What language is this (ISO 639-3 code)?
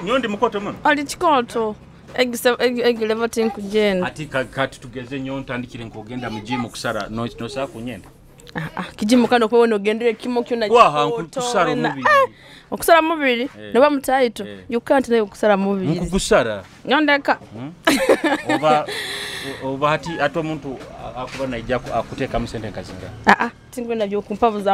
nyo